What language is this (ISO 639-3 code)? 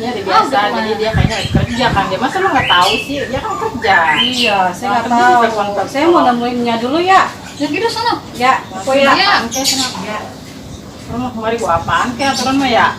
bew